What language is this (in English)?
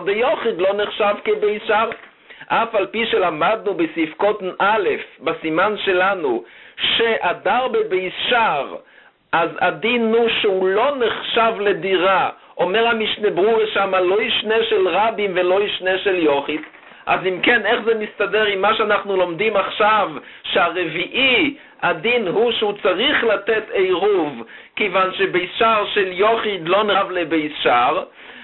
Hebrew